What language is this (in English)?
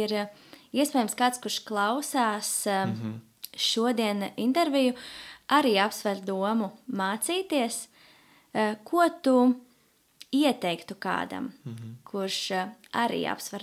Latvian